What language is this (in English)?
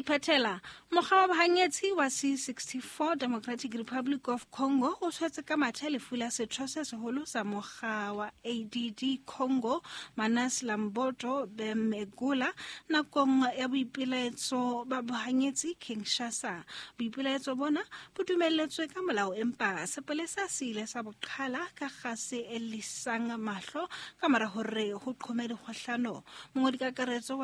Southern Sotho